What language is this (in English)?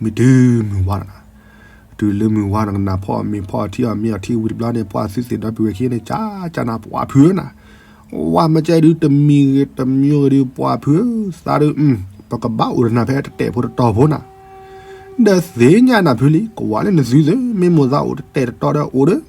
S'gaw Karen